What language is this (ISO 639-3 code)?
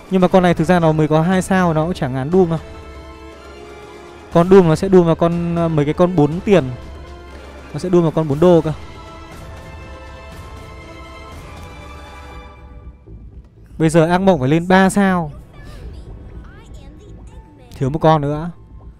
vie